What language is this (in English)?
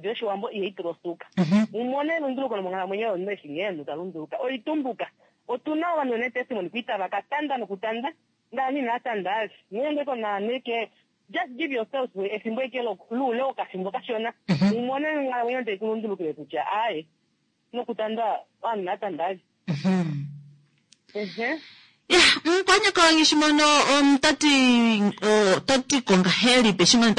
Kuanyama